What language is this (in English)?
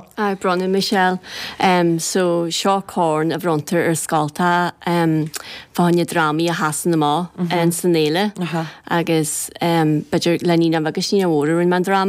Irish